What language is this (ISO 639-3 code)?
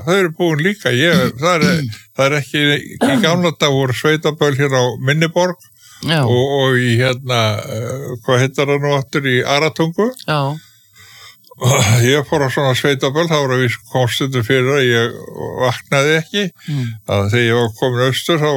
isl